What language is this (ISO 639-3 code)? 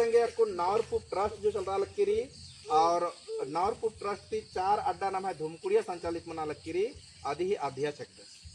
kru